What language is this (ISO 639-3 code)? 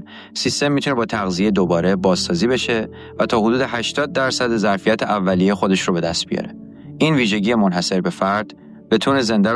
fas